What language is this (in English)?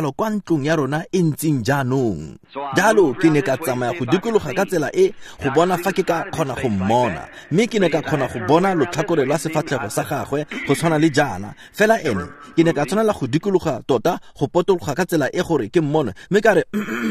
Tswana